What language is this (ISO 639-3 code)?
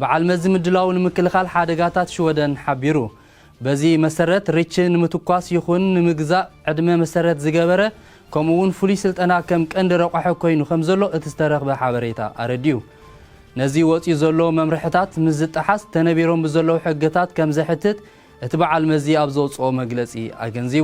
tir